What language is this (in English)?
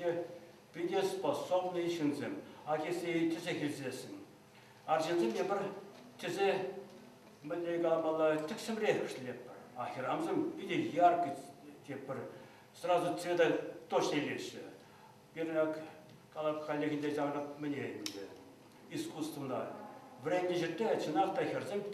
Chuvash